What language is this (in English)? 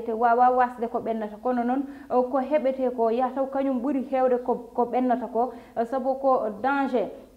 Fula